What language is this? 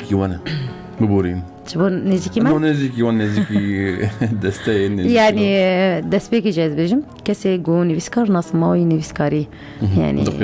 Kurdish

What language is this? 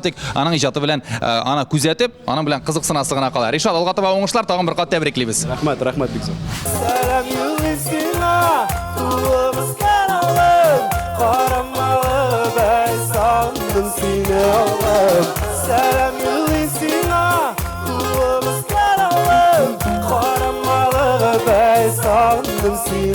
Tatar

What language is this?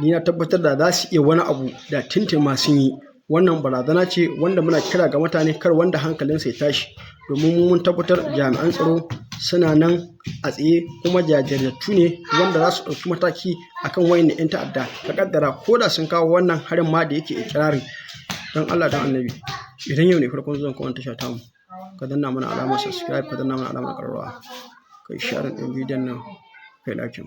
Hausa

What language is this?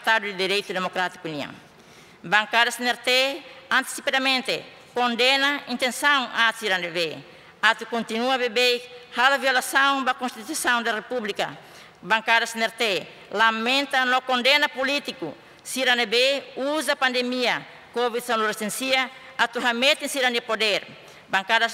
Tetum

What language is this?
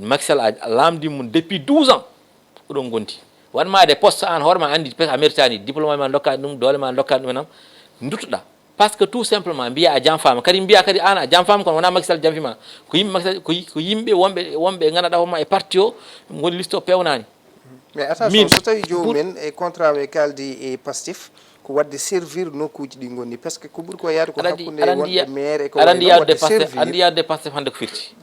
Fula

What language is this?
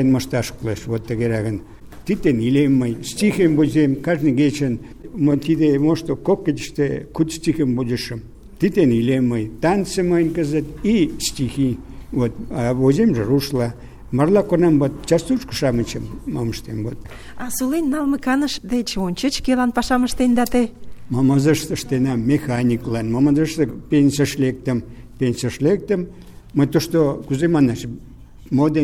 Mari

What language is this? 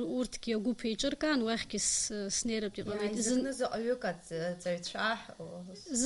Abkhazian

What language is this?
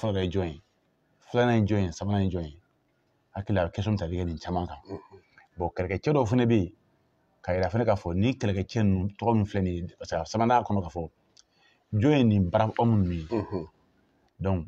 Bambara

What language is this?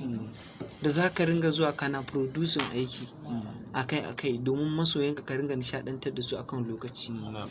Hausa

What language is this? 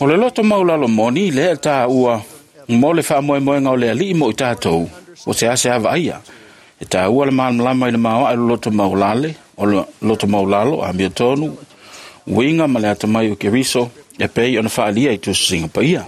Samoan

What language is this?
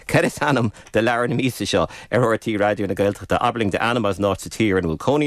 Irish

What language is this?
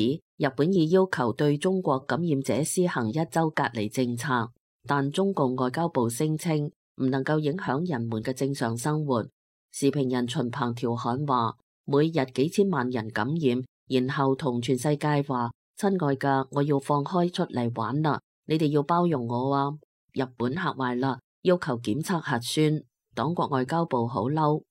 Cantonese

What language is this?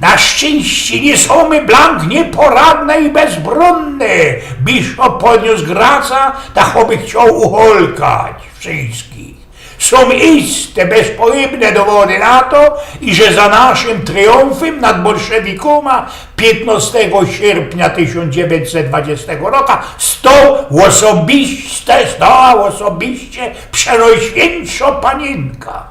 Silesian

